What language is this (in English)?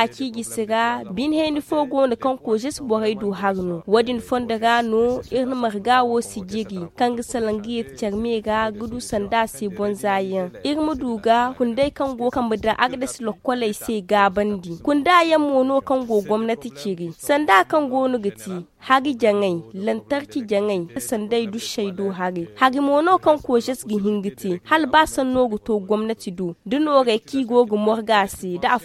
Zarma